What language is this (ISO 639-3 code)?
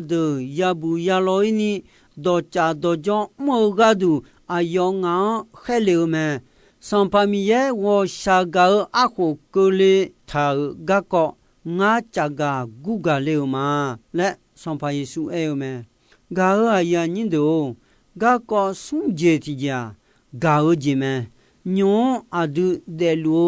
ahk